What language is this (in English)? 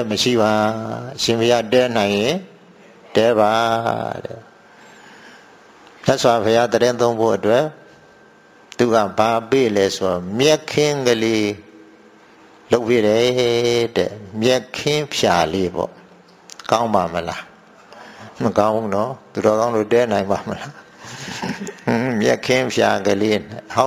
Burmese